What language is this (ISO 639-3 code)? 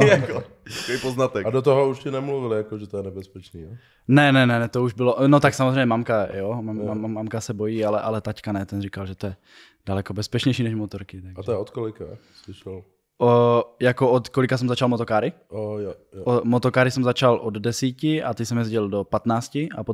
ces